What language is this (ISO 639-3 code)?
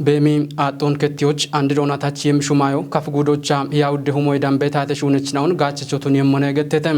kbr